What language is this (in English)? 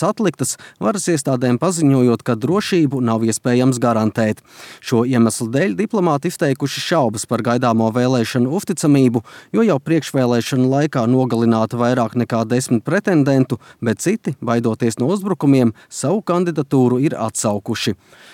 Latvian